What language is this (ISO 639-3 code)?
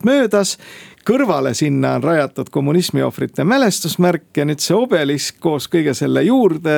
est